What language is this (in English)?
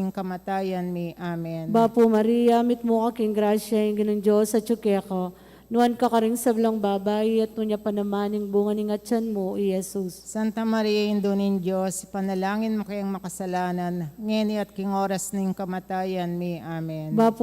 Pampanga